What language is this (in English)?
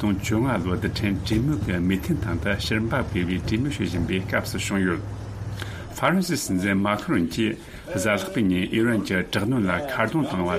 Tibetan